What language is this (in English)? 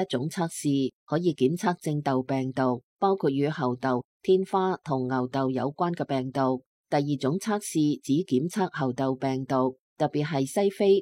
Cantonese